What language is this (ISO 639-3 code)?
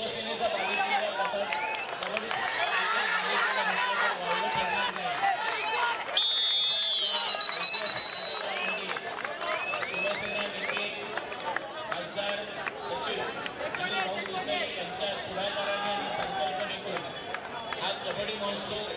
mar